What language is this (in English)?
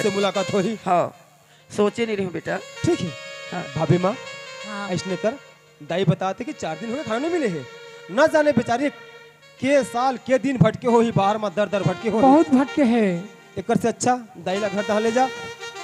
Chhattisgarhi